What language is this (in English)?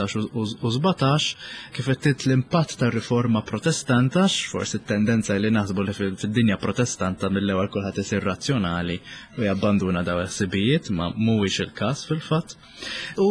Maltese